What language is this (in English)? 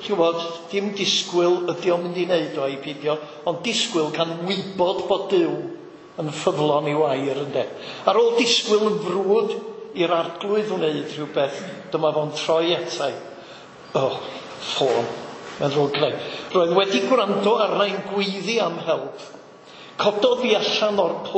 Welsh